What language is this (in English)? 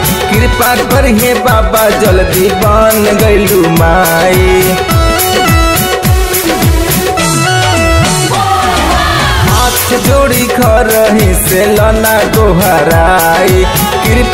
Bhojpuri